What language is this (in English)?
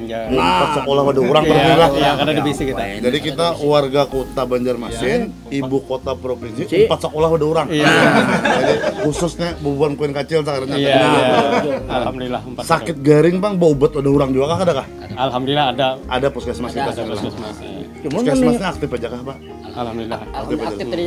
Banjar